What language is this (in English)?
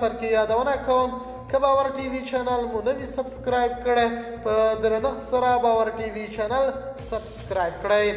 Pashto